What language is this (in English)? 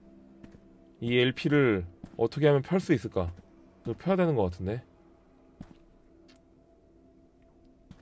Korean